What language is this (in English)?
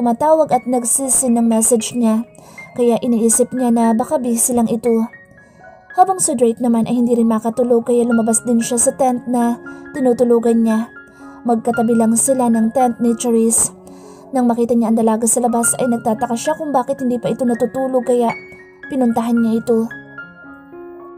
Filipino